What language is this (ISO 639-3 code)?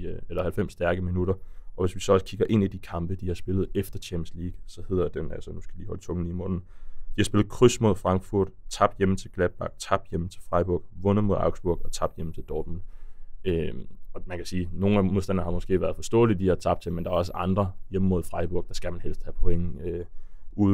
dan